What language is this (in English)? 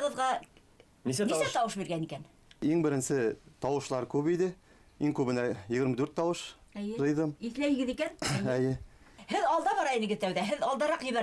Bashkir